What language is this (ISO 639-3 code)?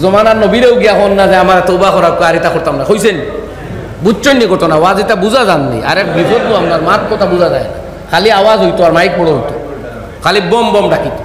syl